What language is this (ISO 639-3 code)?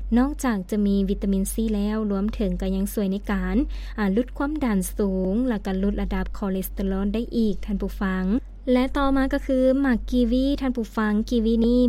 lao